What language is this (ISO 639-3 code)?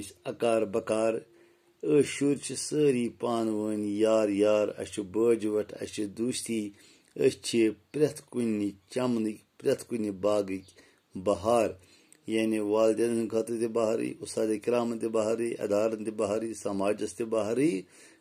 kas